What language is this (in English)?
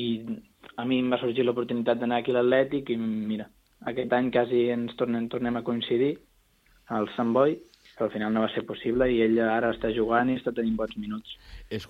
Catalan